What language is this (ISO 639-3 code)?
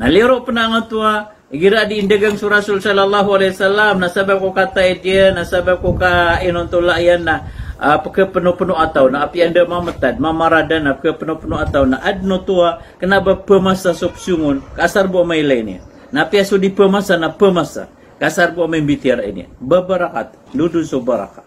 mrw